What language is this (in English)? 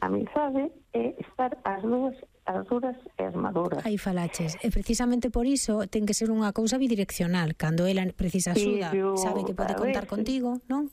Galician